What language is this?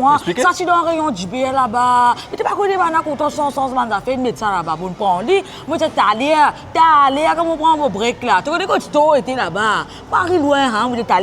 Morisyen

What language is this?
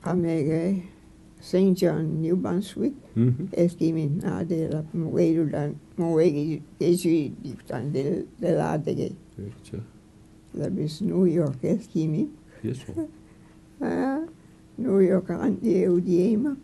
Mi'kmaw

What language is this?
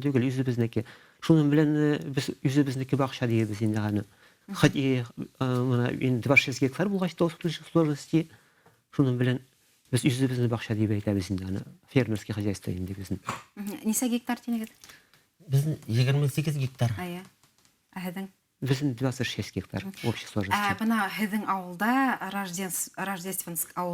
Bashkir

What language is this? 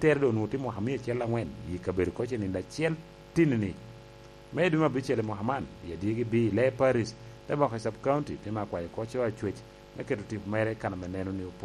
Lango (Uganda)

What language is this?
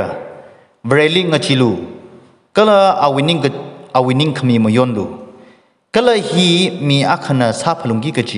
Tangkhul Naga (India)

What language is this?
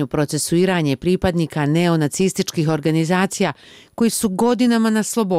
Bosnian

